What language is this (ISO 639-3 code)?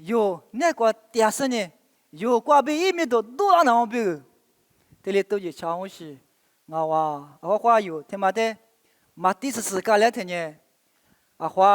lis